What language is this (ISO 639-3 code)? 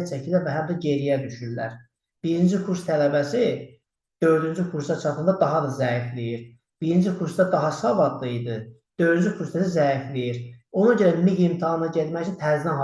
aze